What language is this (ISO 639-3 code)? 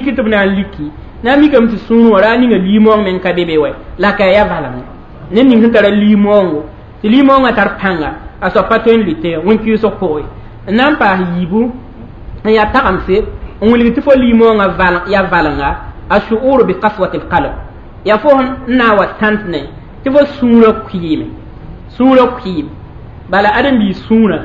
mos